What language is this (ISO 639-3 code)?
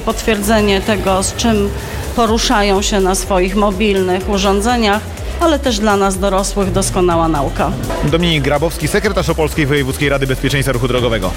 pol